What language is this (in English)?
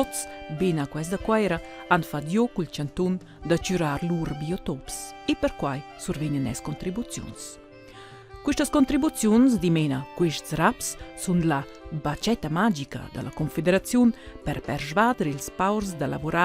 Romansh